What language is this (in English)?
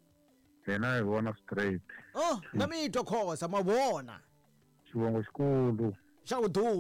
Tsonga